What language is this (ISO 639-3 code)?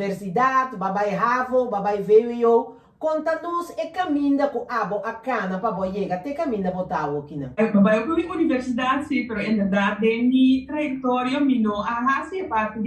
pap